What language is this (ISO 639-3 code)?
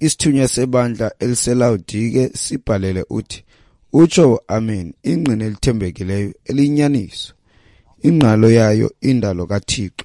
xho